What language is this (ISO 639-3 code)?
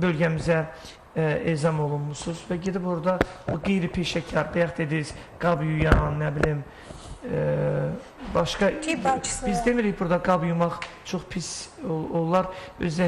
aze